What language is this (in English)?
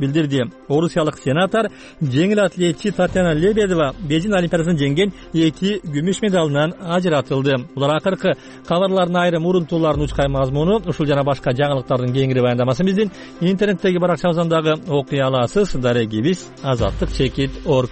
Kyrgyz